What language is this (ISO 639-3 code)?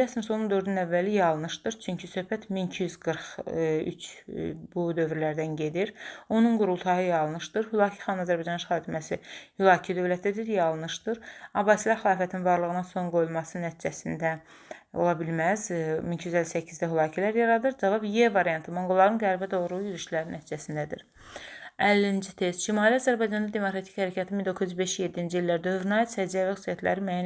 aze